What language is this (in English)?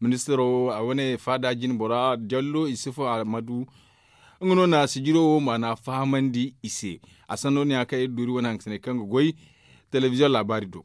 Zarma